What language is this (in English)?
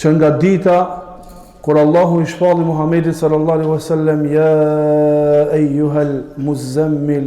Albanian